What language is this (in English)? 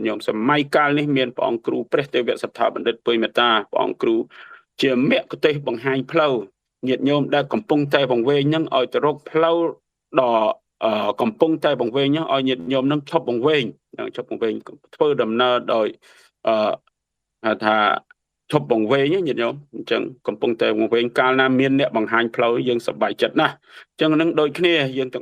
Khmer